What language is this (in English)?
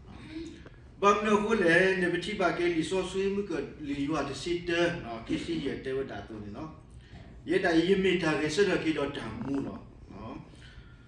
S'gaw Karen